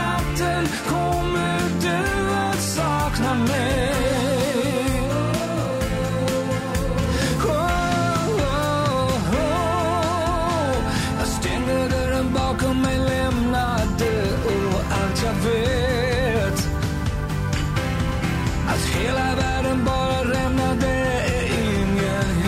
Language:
Swedish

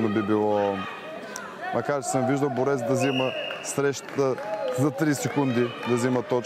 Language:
Bulgarian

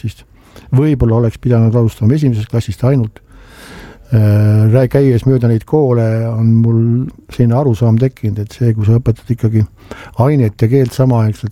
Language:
Estonian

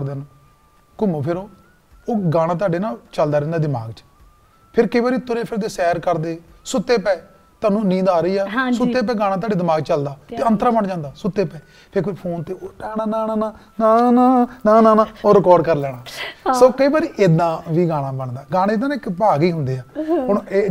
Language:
Punjabi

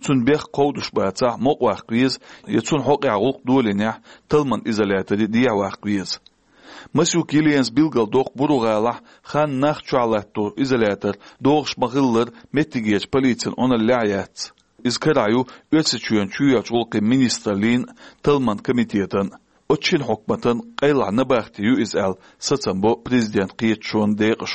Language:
Chechen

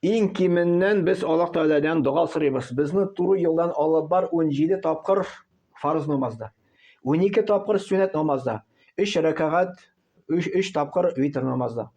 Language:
Tatar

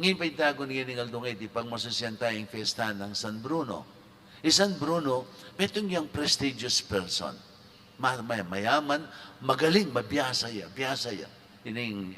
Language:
Pampanga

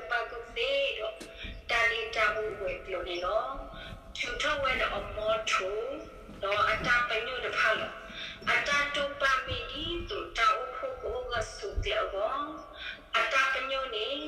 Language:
S'gaw Karen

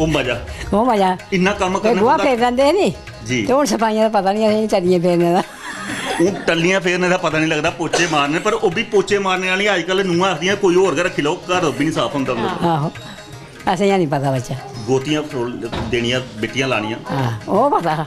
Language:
Dogri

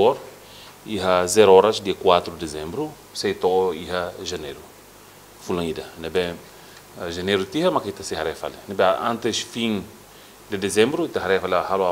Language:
Tetum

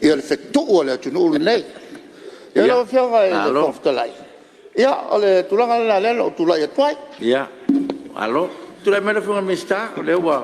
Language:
Samoan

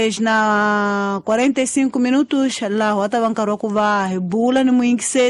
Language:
Tsonga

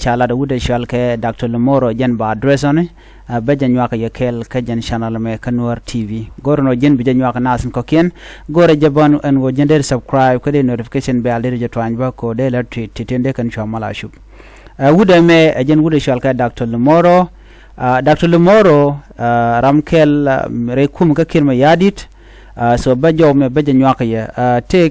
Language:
Nuer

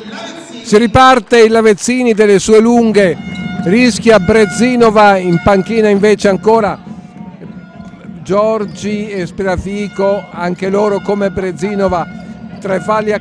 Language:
Italian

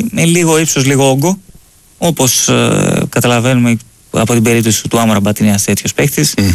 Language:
Greek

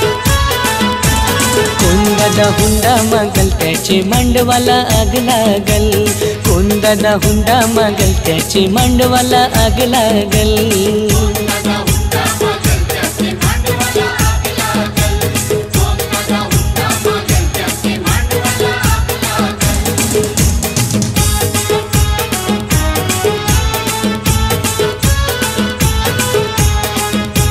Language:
Marathi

